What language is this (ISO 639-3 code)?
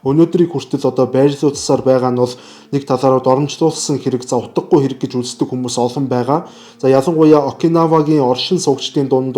mon